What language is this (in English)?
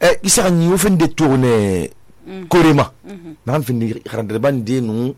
Susu